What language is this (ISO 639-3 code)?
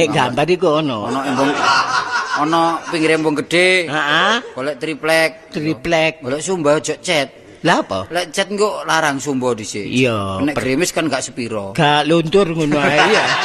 jav